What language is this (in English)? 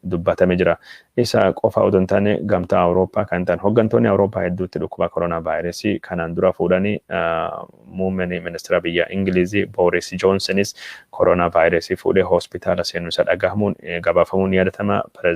Oromo